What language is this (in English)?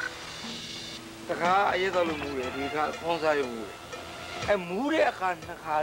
Burmese